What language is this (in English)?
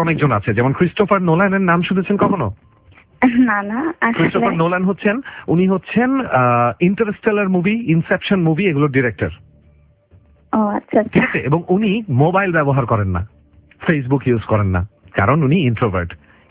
Bangla